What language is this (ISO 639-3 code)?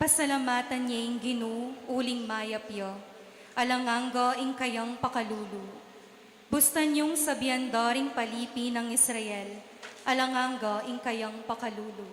pam